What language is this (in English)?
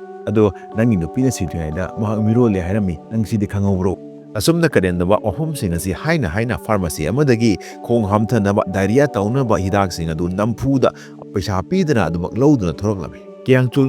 Manipuri